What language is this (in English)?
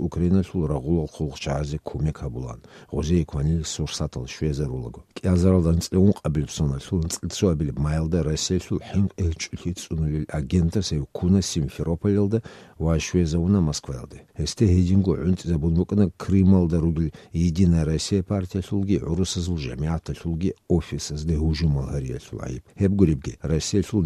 Avaric